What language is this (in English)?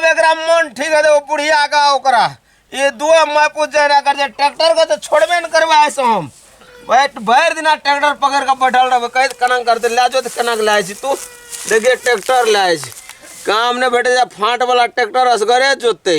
Maithili